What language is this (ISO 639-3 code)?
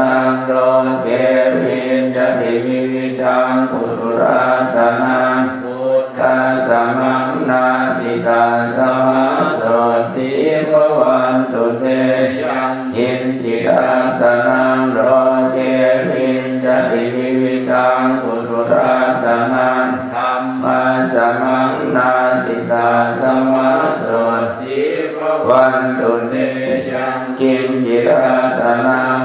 pli